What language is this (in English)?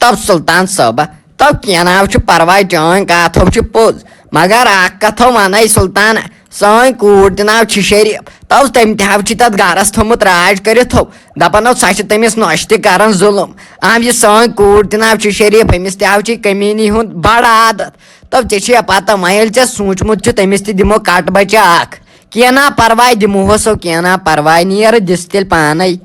Kashmiri